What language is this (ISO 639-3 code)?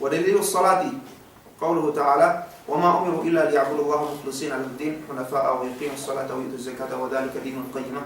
yka